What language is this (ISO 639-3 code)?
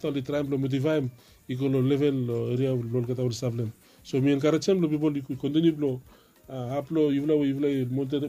bis